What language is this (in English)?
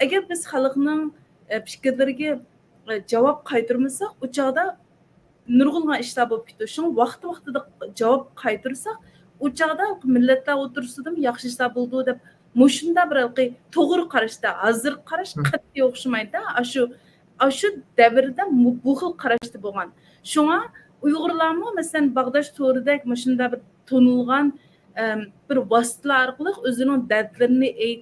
Uyghur